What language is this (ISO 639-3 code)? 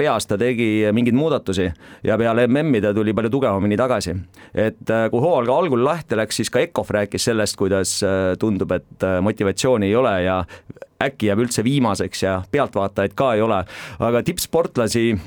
est